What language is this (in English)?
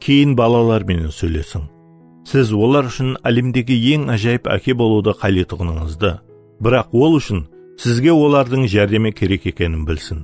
Kara-Kalpak